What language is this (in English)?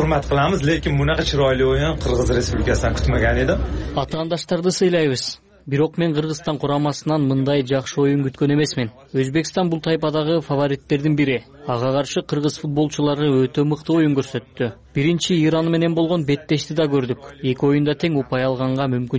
Kyrgyz